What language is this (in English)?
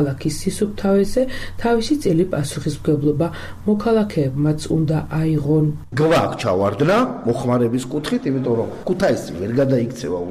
Georgian